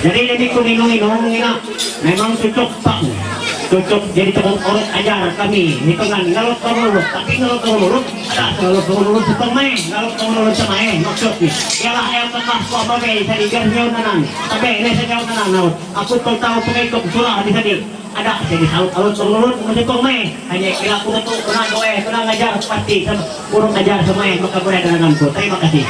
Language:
Ma'anyan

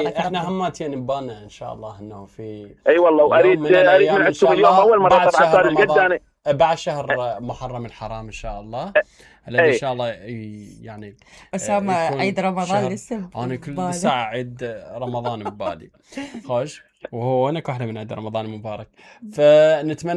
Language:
Mesopotamian Arabic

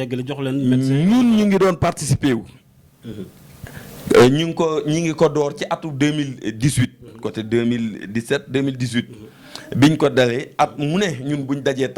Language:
Wolof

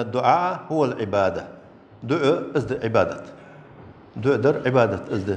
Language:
Ingush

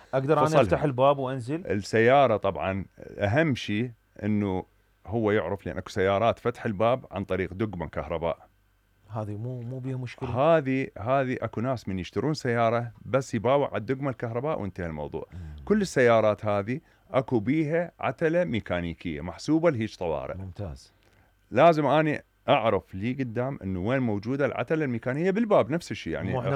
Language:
Mesopotamian Arabic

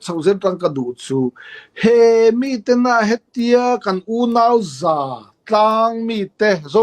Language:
Falam Chin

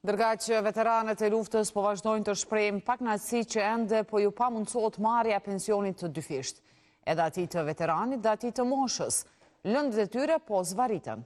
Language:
Albanian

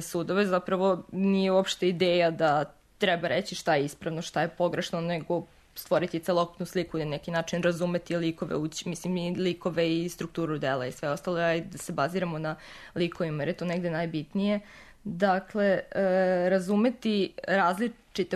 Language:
Serbian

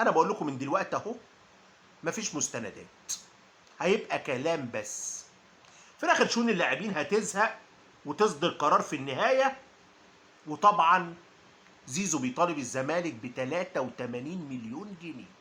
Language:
Egyptian Arabic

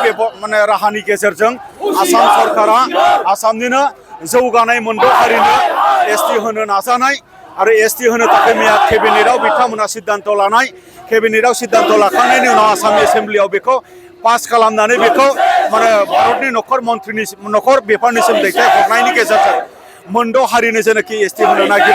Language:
Bodo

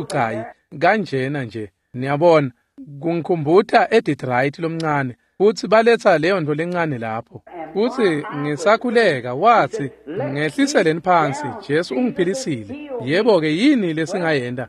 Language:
Swati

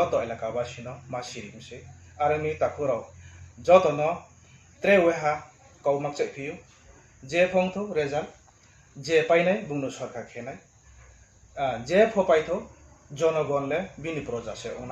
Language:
Riang (India)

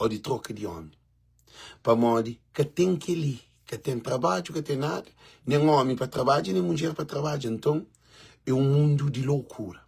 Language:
Kabuverdianu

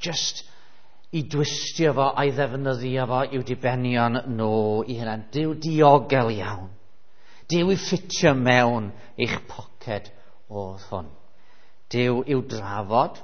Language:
Welsh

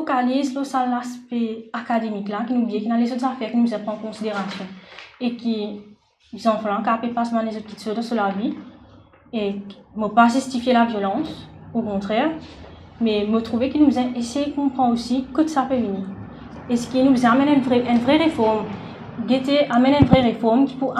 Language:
Morisyen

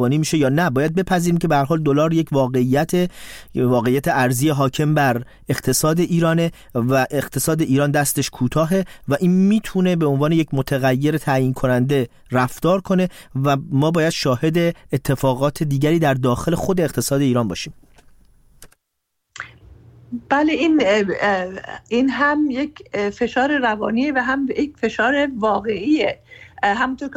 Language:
Persian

